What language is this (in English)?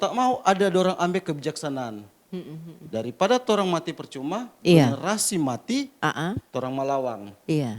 Manado Malay